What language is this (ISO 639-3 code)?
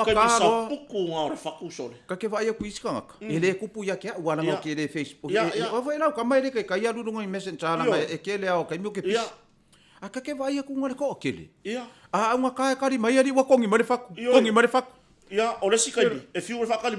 smo